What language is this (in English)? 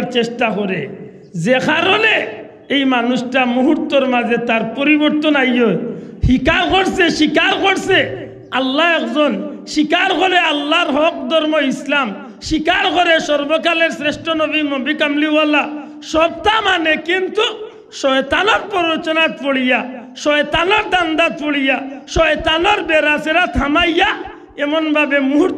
Sylheti